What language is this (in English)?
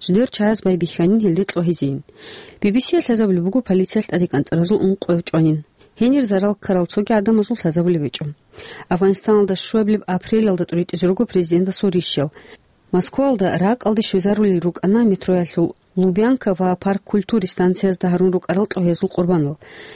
Avaric